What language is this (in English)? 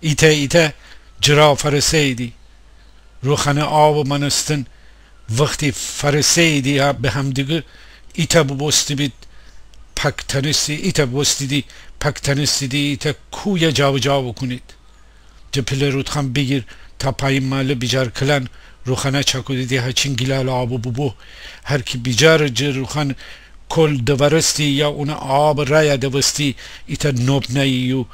Gilaki